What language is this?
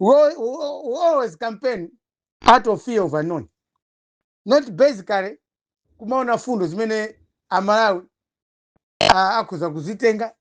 Nyanja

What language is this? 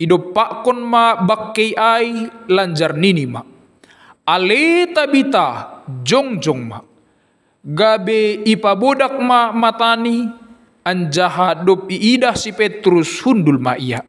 Batak Simalungun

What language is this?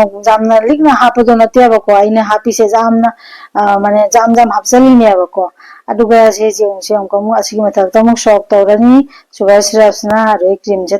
Manipuri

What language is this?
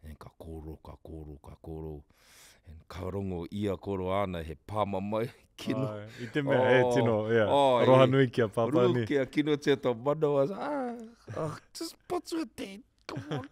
Māori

